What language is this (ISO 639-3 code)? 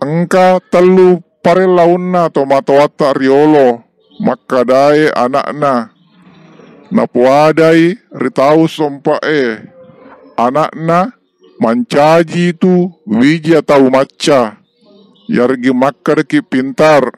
bug